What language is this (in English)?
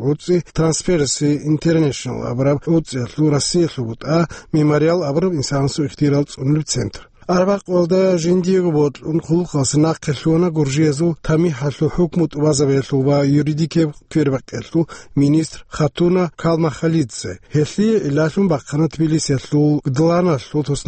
Avaric